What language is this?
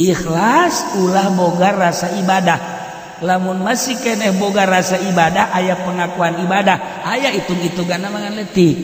Sundanese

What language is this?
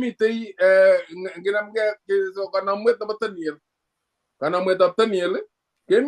Kalenjin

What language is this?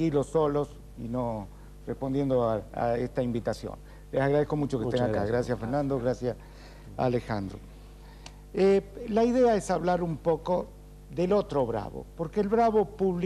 Spanish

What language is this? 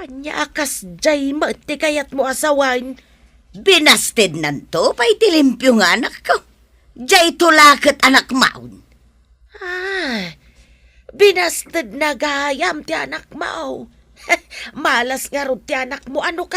Iloko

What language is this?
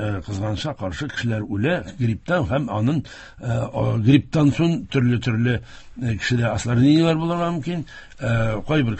Tatar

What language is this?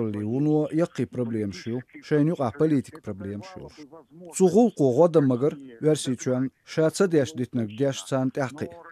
Chechen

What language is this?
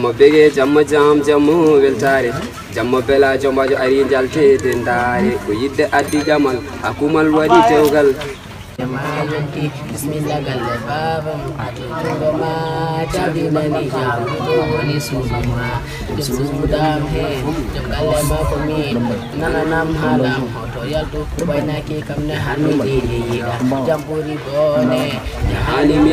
Pular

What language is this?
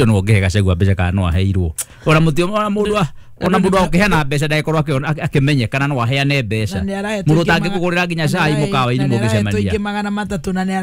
Kikuyu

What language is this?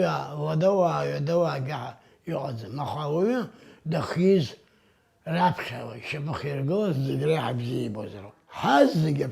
Abkhazian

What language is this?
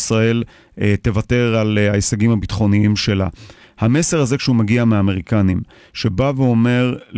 Hebrew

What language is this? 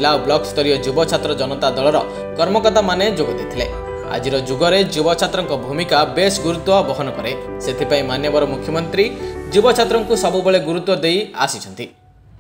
Odia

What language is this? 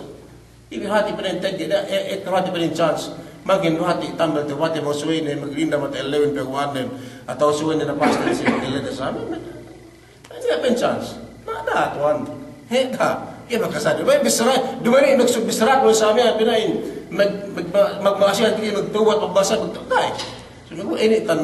Yakan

